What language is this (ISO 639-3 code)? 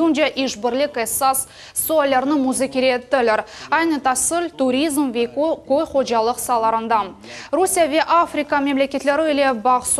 crh